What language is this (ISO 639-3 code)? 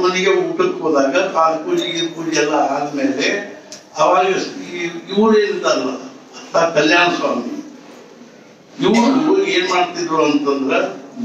kan